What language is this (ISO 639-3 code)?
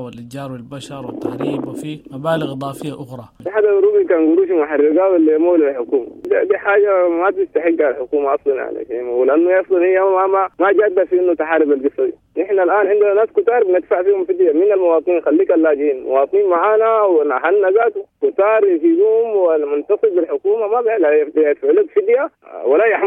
apd